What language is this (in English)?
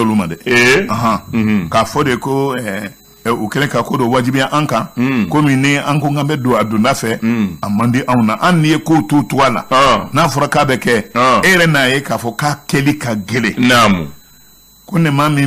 Bambara